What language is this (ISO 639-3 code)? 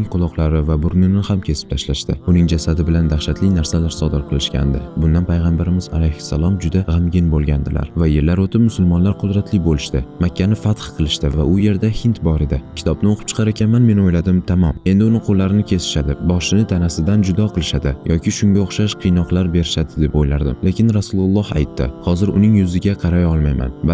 uzb